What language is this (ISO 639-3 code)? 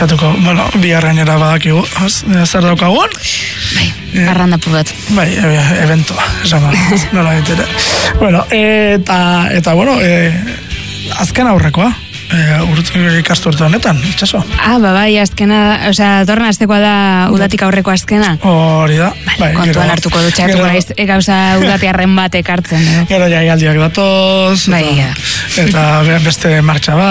eus